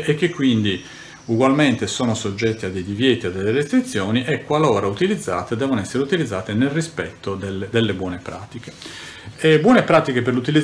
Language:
Italian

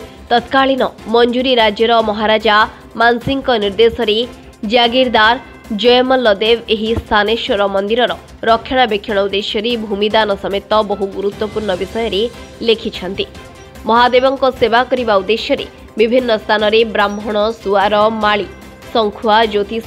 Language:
Odia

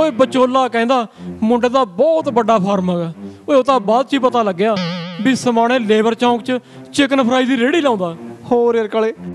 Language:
Punjabi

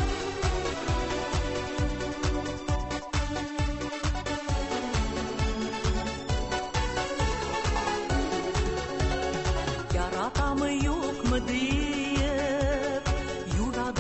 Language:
Tatar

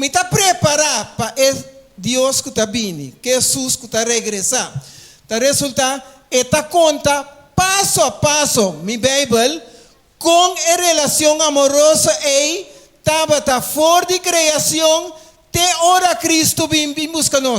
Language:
Papiamento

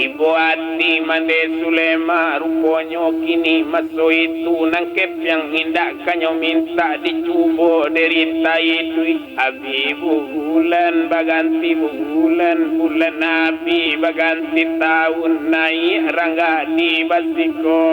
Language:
Minangkabau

